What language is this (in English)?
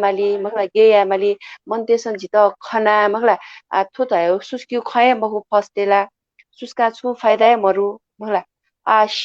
Newari